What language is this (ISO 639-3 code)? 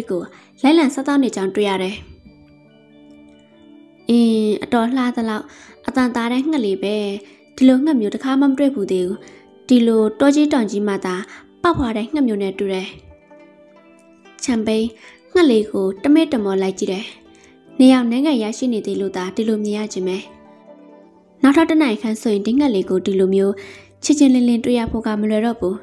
mya